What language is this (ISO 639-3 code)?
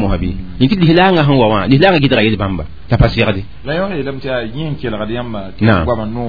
mos